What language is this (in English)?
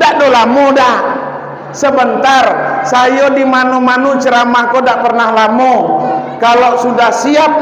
Minangkabau